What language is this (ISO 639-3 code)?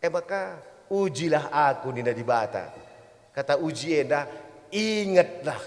btx